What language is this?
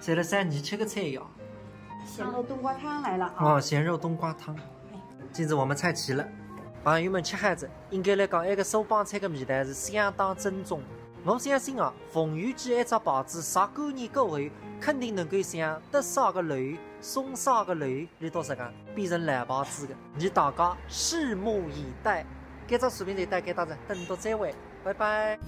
Wu Chinese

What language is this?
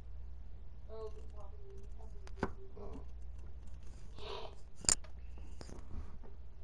English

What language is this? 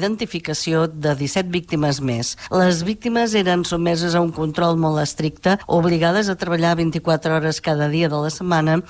Catalan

